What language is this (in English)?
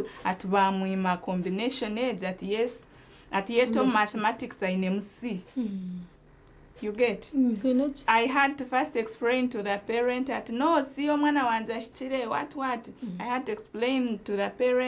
Nyankole